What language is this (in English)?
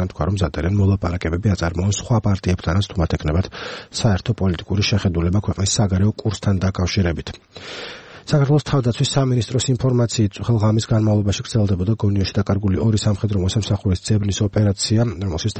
Georgian